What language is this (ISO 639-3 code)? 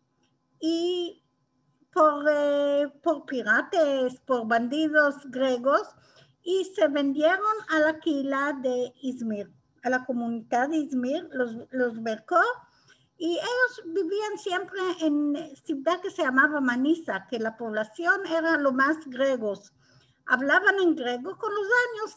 lad